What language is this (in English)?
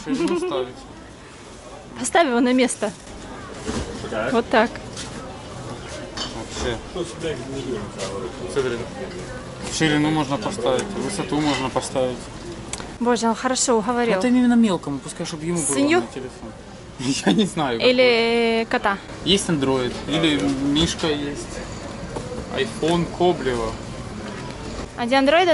Russian